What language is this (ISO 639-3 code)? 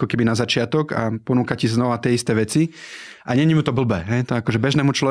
slk